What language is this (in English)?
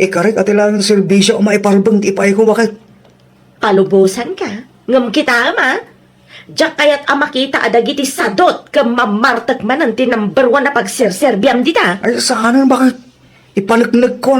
Iloko